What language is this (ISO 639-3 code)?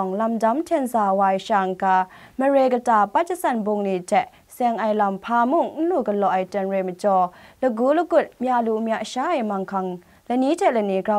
kac